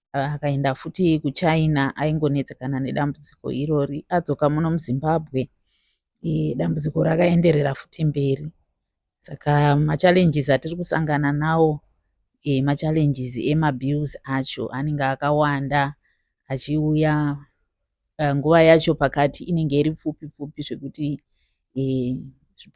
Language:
Shona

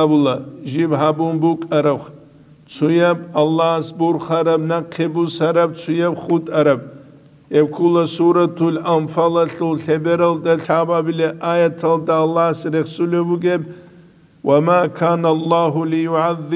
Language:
Avaric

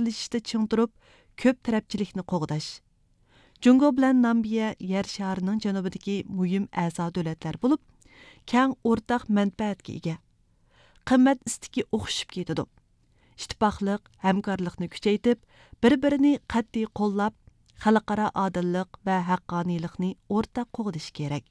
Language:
Uyghur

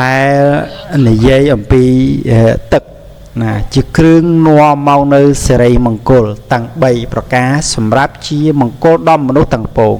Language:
Khmer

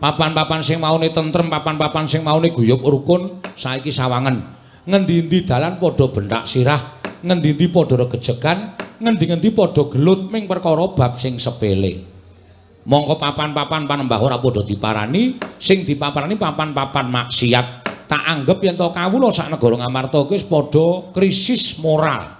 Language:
Javanese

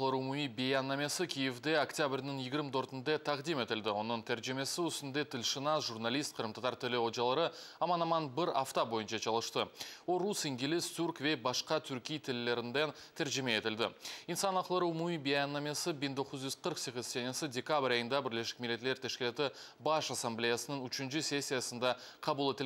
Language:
Crimean Tatar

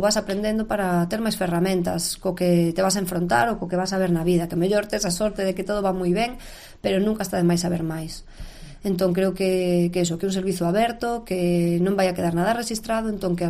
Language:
Galician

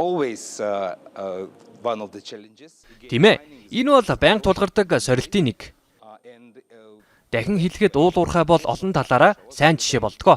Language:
Mongolian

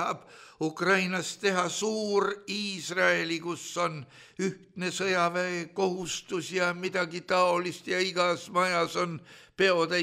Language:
Estonian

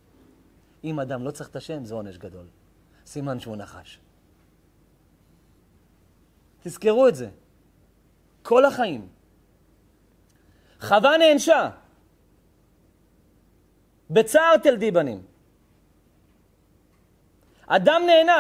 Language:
Hebrew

